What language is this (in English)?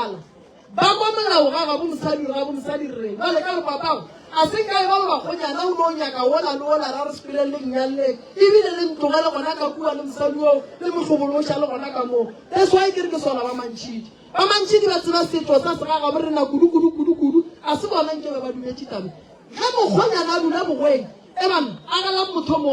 Northern Sotho